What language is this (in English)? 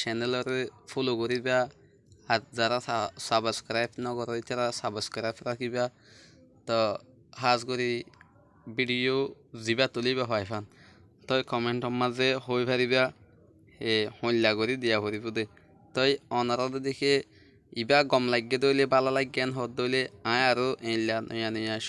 Rohingya